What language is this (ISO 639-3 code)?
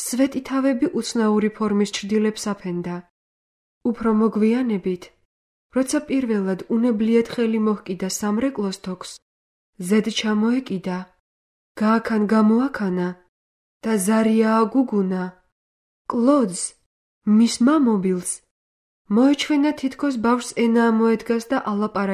kat